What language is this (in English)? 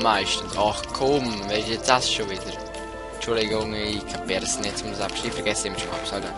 Swiss German